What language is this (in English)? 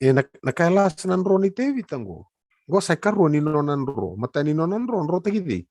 Fijian